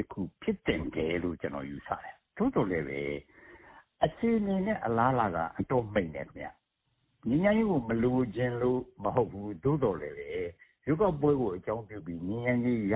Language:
Burmese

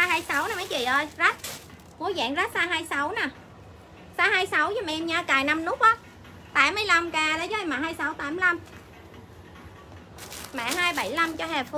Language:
Vietnamese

